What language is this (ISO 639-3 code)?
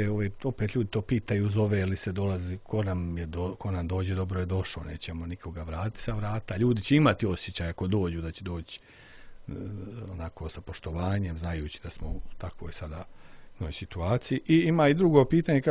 srp